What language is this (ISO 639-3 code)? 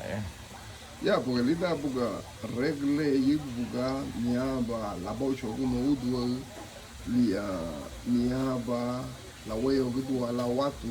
cab